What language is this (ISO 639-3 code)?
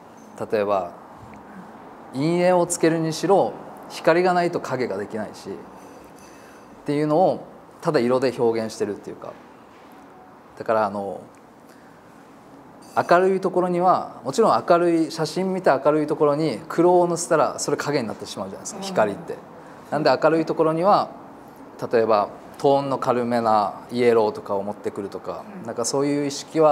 jpn